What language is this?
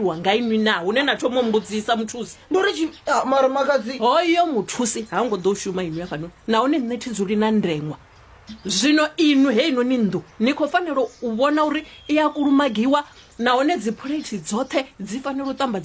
Venda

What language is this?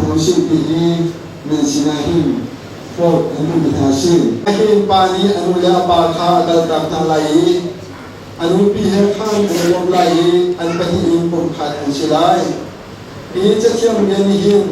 Hakha Chin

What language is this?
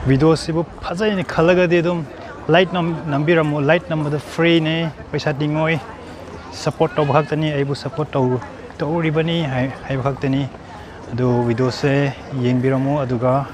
Manipuri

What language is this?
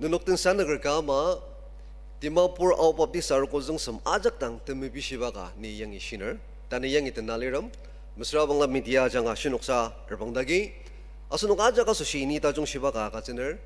Ao Naga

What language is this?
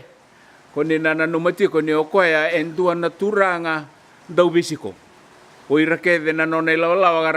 Fijian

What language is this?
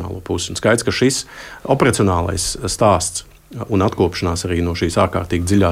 Latvian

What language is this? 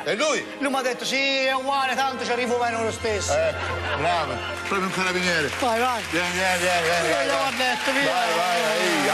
Italian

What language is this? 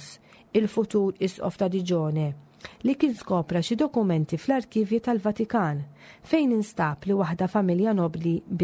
Maltese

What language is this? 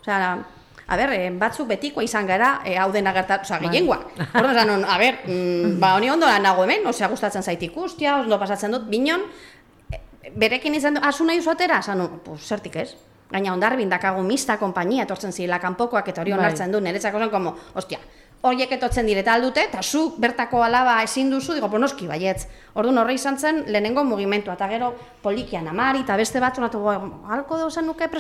Basque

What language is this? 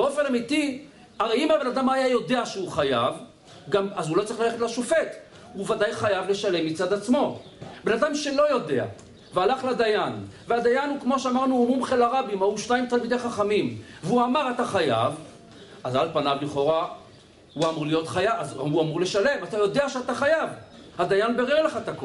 Hebrew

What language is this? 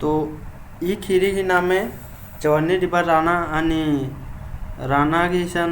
Kurukh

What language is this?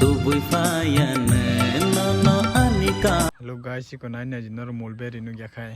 Kok Borok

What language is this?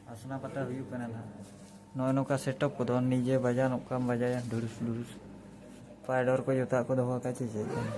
Santali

